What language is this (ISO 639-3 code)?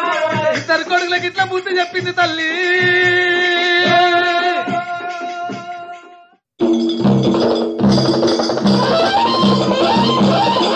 tel